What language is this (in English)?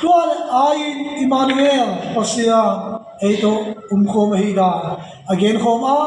Tedim Chin